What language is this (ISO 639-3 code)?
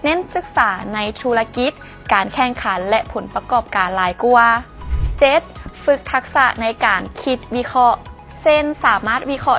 lao